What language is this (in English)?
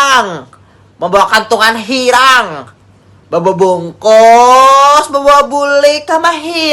Banjar